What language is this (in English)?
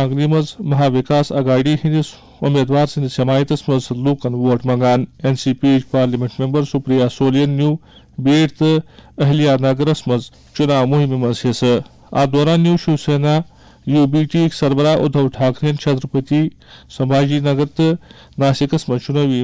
Kashmiri